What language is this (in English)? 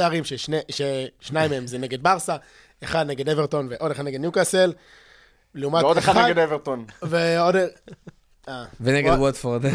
Hebrew